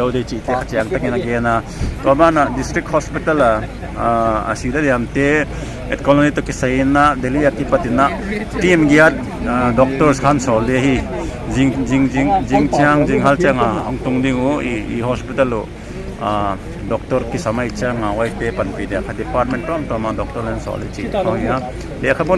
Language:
Paite Chin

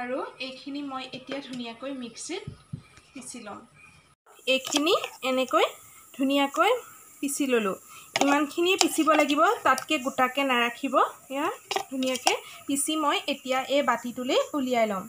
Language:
Assamese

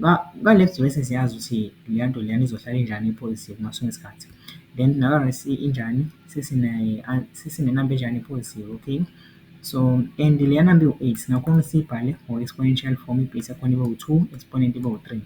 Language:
Zulu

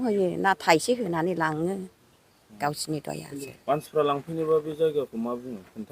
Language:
Bodo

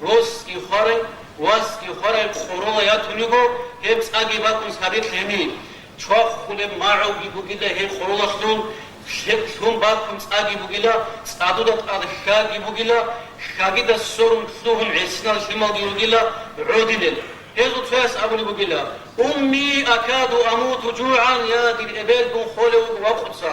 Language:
Avaric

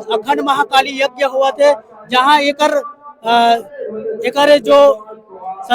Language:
Chhattisgarhi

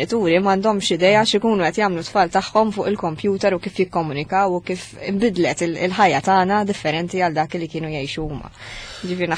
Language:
Maltese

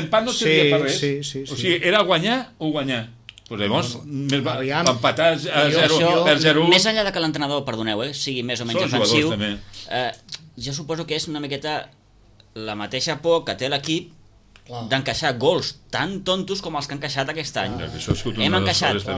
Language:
Catalan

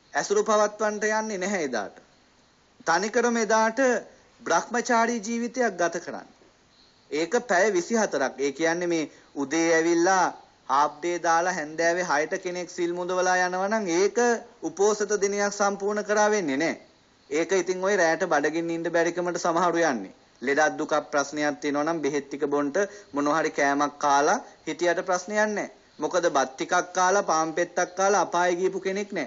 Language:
Sinhala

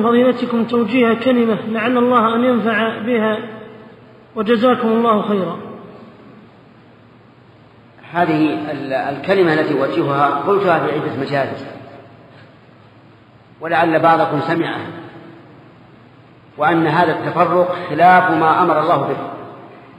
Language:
Arabic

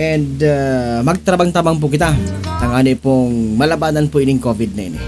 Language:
Bikol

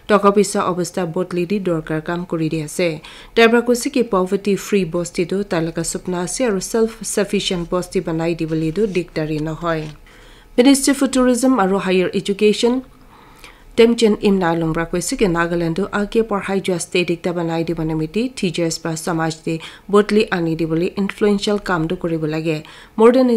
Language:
Naga Pidgin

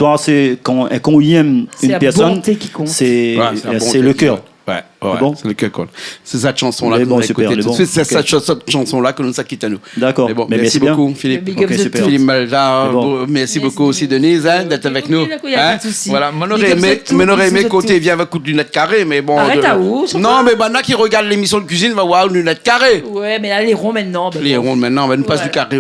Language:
Réunion Creole French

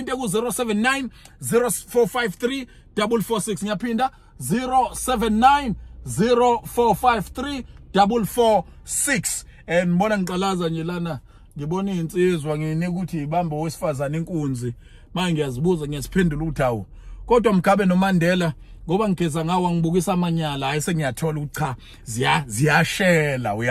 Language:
Zulu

